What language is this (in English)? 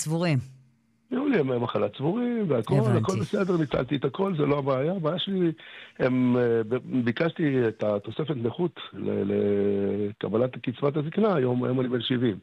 Hebrew